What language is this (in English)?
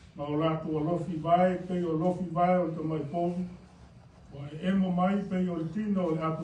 Samoan